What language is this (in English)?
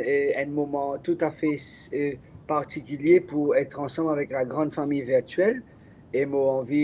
Morisyen